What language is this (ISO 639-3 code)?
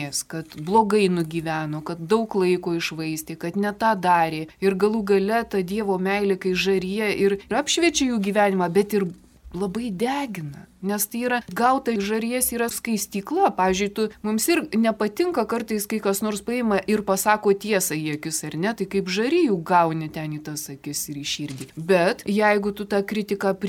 lit